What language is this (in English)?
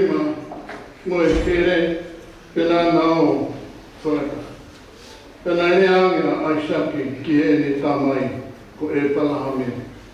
Tongan